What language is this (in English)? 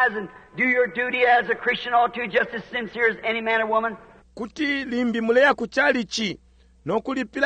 Bemba